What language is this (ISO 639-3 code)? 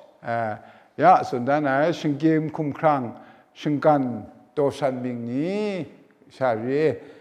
kac